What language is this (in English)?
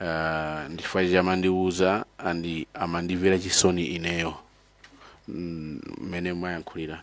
Nyanja